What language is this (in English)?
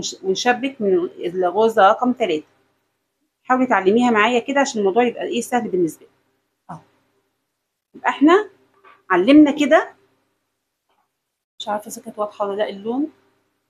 Egyptian Arabic